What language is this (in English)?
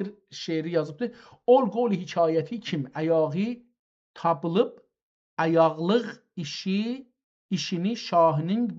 South Azerbaijani